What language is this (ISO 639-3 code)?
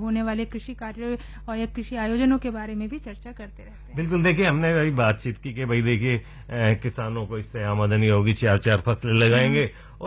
hin